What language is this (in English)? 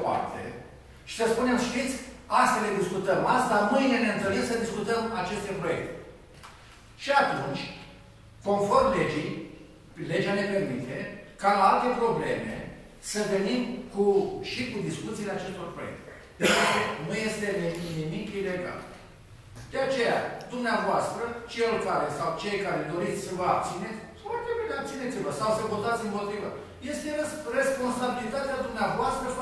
Romanian